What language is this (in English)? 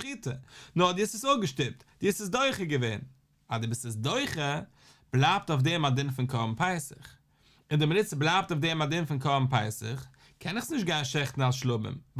Yiddish